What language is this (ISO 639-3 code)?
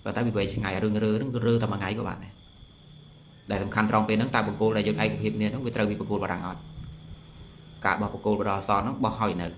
khm